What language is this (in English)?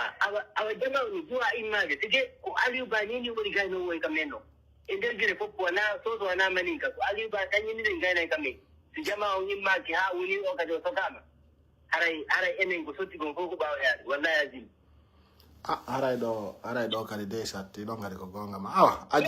Pular